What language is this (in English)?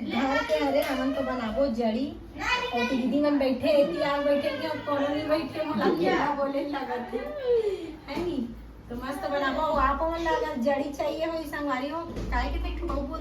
Chhattisgarhi